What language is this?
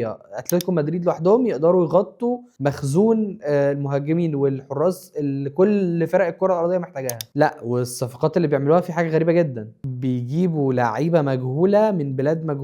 Egyptian Arabic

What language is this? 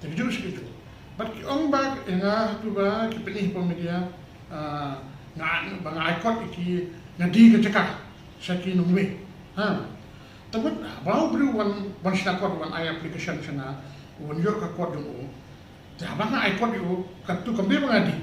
Khasi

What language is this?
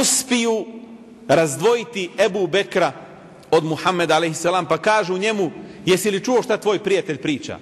Bosnian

